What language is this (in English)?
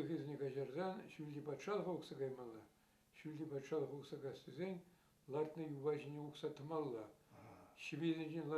Chuvash